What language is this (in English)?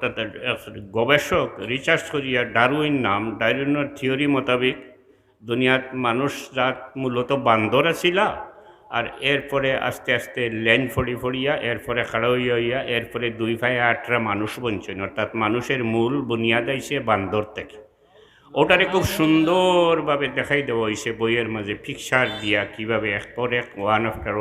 Sylheti